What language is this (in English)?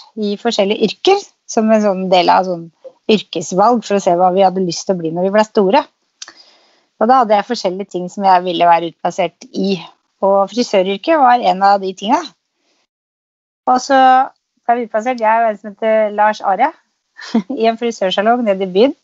Norwegian